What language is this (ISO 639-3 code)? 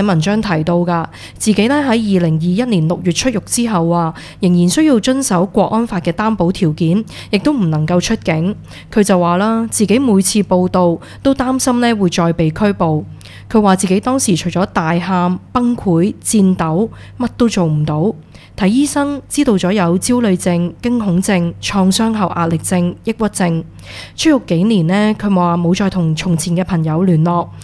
yue